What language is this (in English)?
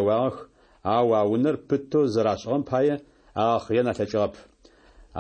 Adyghe